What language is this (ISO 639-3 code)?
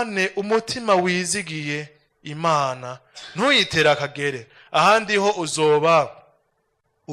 run